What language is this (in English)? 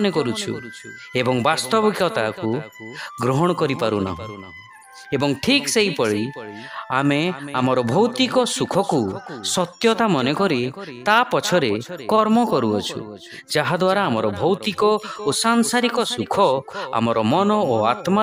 Odia